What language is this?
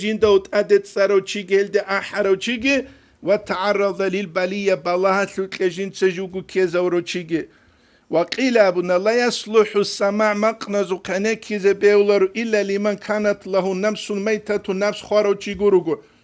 Avaric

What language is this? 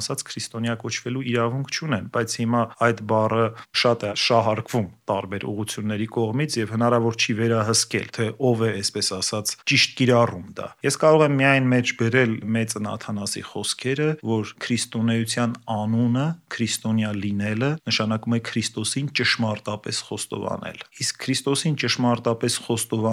Armenian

